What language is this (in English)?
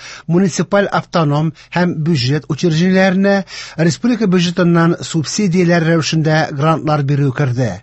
Tatar